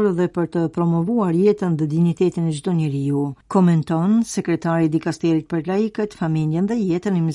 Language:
Albanian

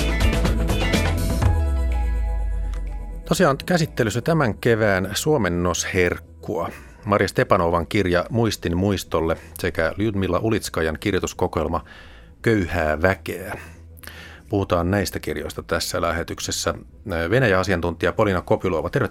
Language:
Finnish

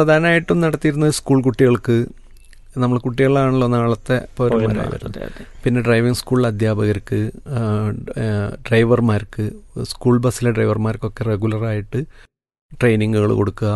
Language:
Malayalam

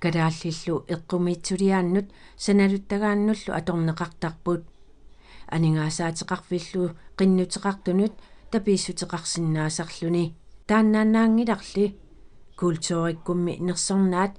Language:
Kalaallisut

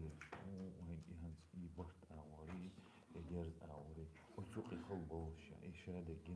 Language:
Chechen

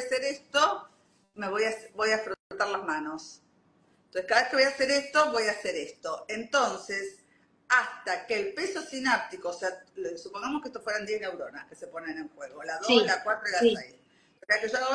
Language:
Spanish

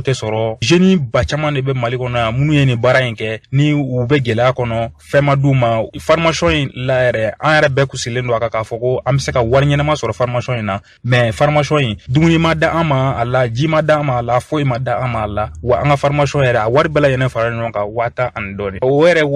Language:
Bambara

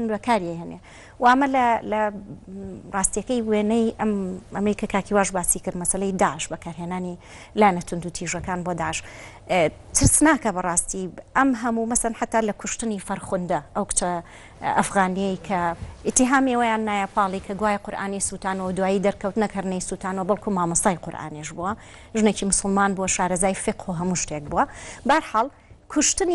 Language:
Central Kurdish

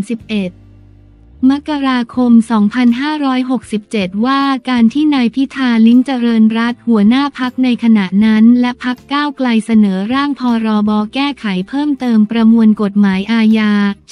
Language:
Thai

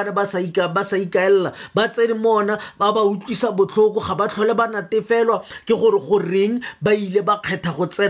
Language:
Tswana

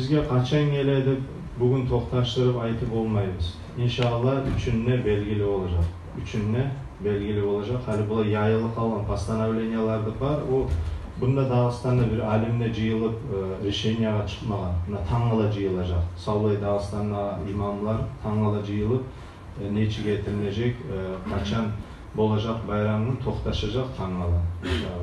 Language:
Kumyk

